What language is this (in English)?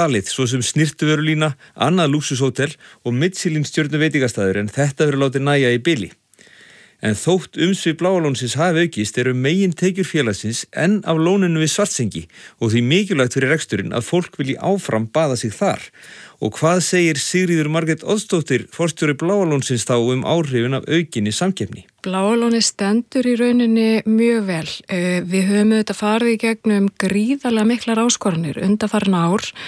Icelandic